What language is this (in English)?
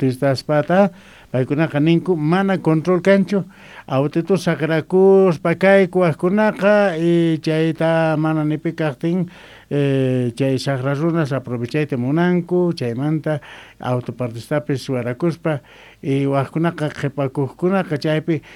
Quechua